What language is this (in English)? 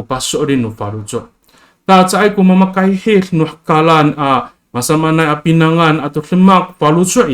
Amis